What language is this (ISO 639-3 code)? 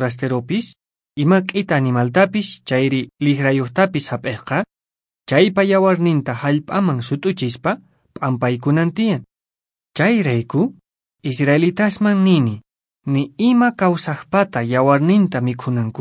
que